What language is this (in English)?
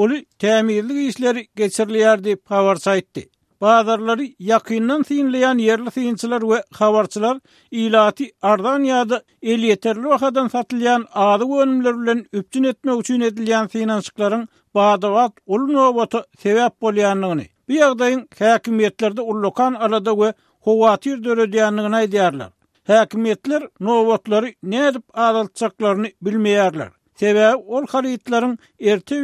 Turkmen